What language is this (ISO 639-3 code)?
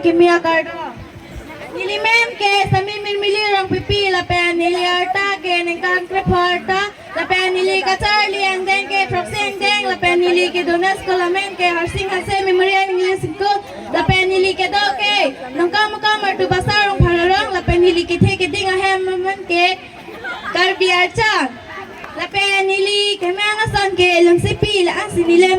mjw